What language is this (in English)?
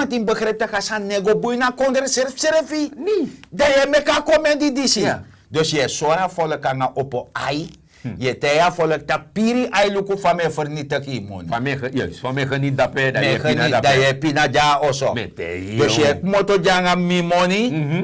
Sranan Tongo